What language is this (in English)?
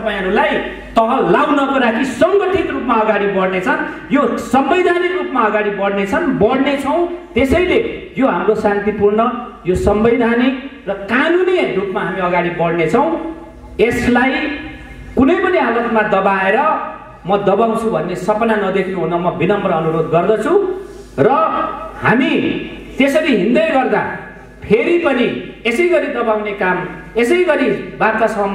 Nepali